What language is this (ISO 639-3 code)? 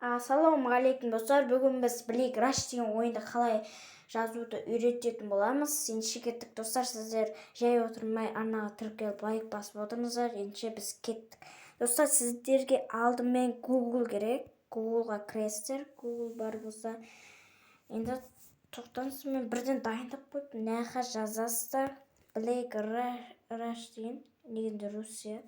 kaz